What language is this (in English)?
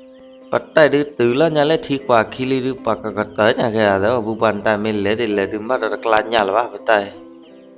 S'gaw Karen